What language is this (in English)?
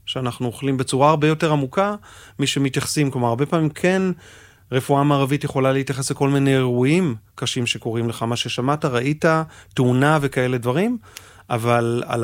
Hebrew